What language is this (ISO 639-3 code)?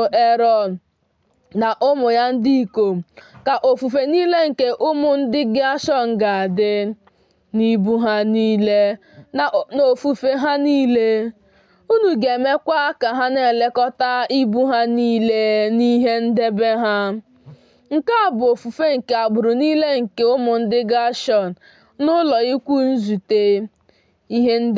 ibo